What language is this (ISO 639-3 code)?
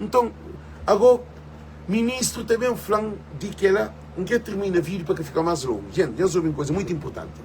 kea